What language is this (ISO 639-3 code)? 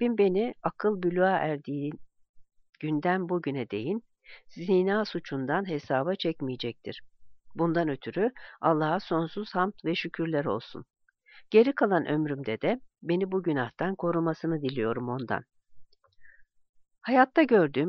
tur